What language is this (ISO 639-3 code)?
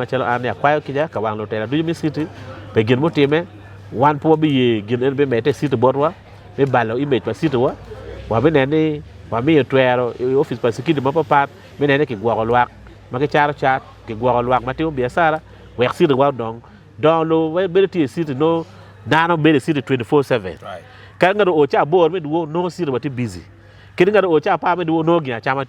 ach